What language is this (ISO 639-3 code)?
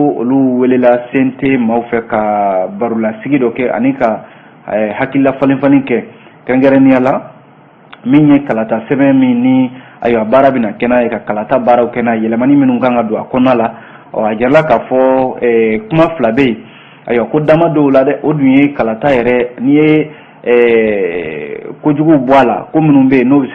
bam